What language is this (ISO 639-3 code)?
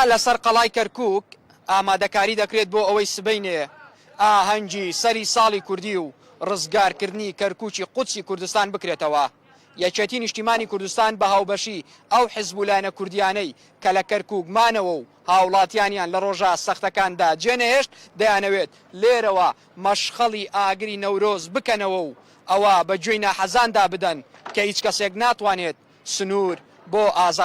ckb